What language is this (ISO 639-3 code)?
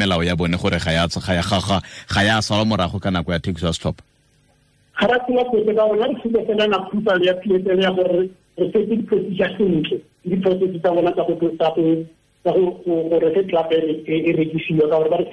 tsn